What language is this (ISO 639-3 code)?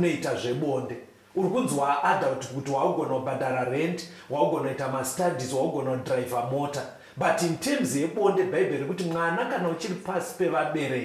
sna